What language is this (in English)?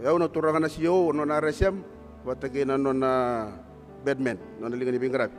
Fijian